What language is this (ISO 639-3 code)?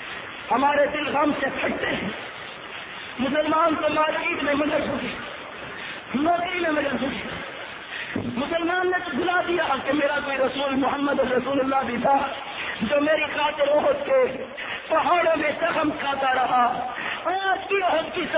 urd